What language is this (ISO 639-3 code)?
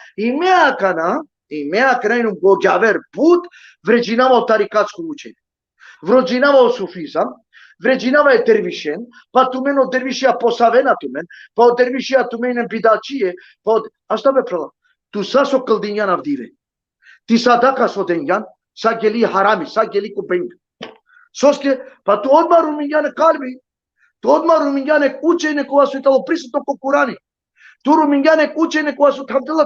rmn